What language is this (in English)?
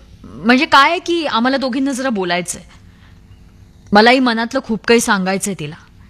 Marathi